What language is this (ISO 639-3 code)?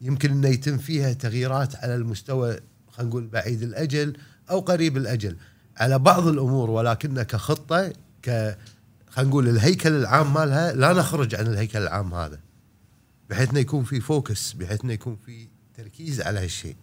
afb